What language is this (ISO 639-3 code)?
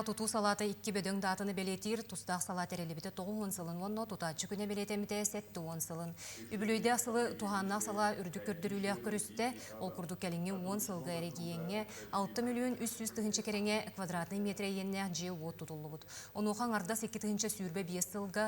sah